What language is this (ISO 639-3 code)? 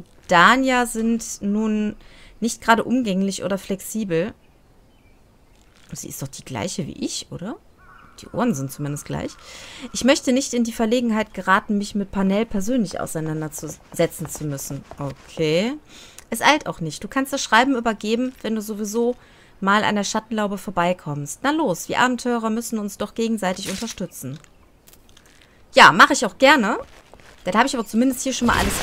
deu